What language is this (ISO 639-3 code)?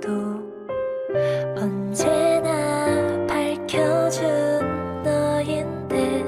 kor